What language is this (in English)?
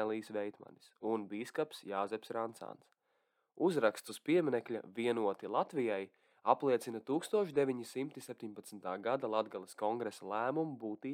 Latvian